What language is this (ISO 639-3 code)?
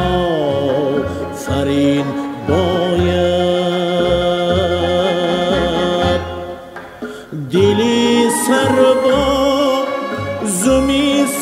fas